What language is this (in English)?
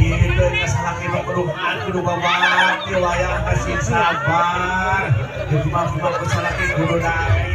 Sundanese